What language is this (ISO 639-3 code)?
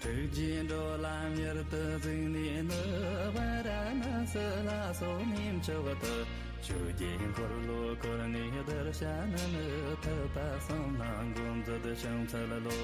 bod